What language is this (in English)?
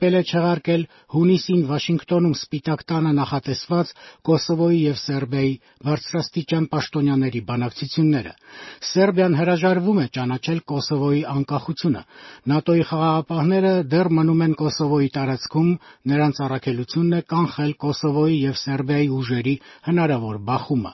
Armenian